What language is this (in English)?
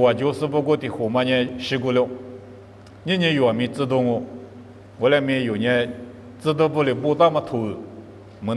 Lisu